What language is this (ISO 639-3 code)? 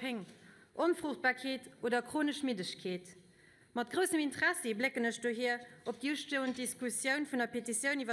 ltz